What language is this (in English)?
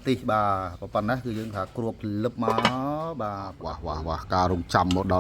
Khmer